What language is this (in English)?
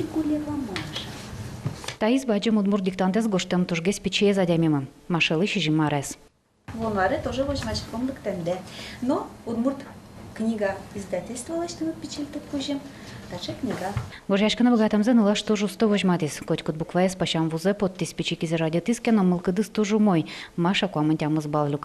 Udmurt